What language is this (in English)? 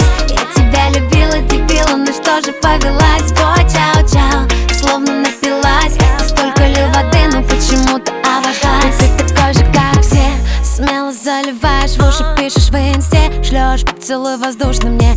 Russian